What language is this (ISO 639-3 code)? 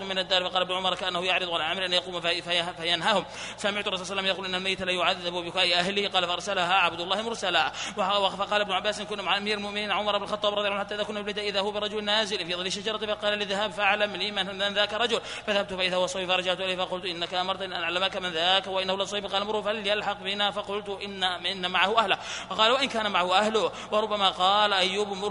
ara